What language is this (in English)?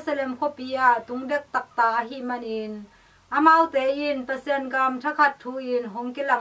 Tedim Chin